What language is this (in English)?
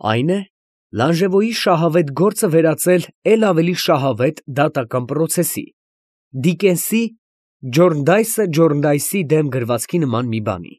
Armenian